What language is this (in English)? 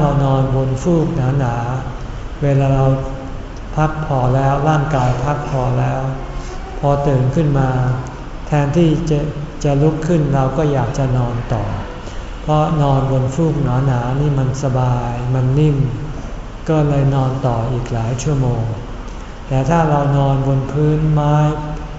Thai